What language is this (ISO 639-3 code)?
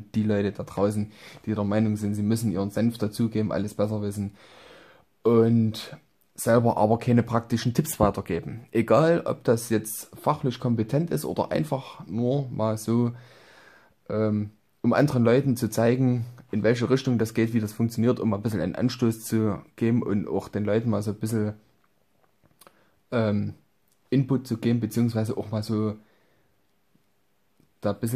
deu